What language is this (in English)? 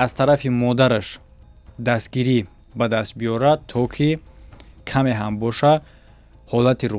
Tajik